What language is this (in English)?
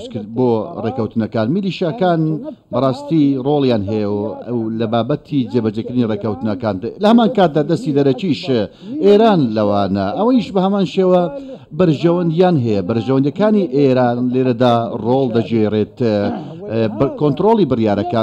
Central Kurdish